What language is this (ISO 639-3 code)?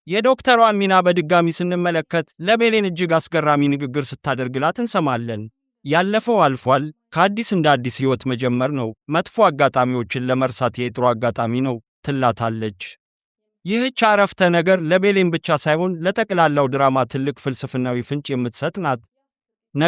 amh